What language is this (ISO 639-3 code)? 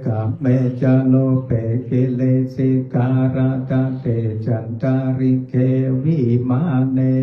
pli